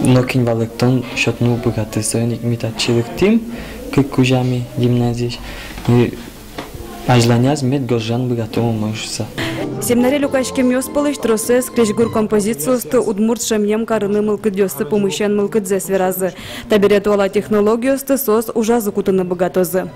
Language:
Udmurt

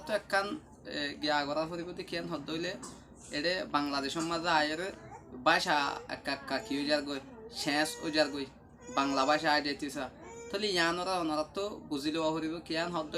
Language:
Rohingya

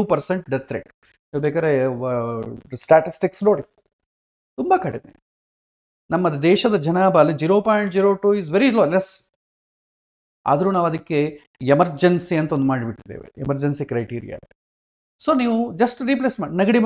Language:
Kannada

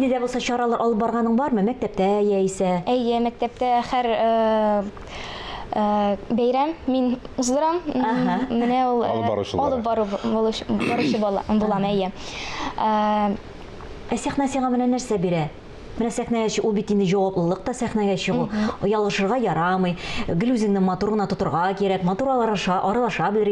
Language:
Tatar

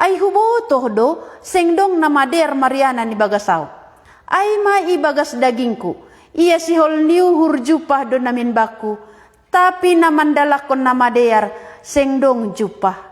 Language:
Batak Simalungun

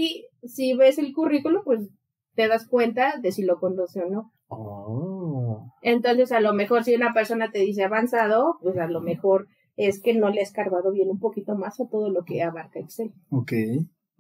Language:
Spanish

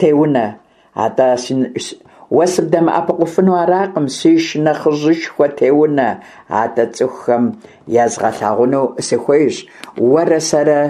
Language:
Kabardian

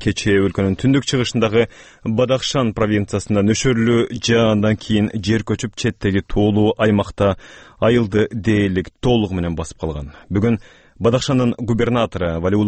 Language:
Kyrgyz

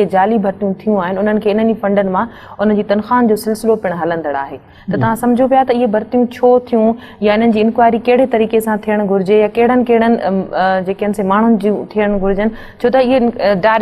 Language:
Sindhi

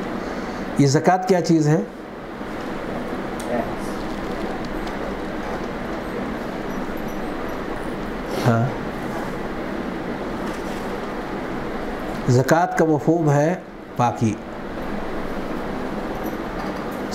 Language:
Urdu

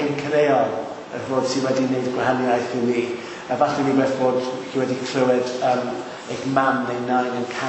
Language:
Welsh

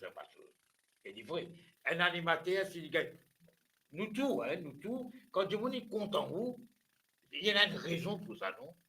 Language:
Morisyen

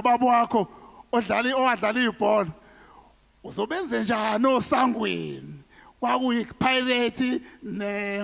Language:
Zulu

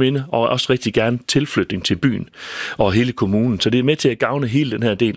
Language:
Danish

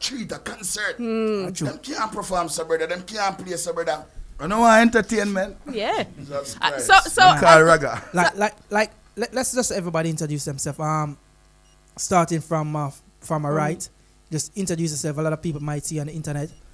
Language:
Jamaican Creole English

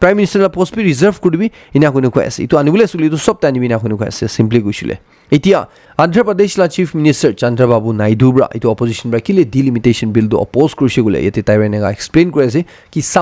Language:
Naga Pidgin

